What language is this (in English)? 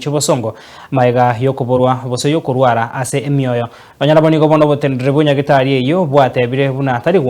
Gusii